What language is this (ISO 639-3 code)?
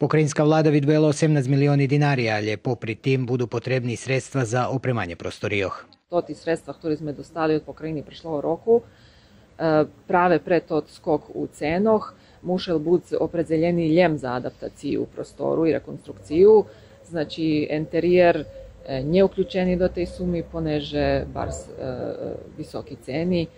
rue